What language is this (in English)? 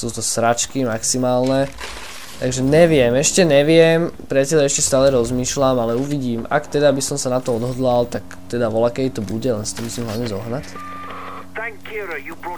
Slovak